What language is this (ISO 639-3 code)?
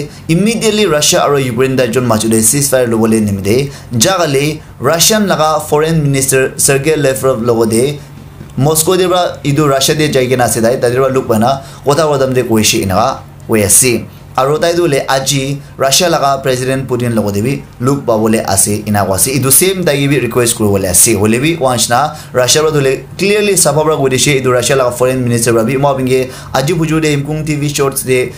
nag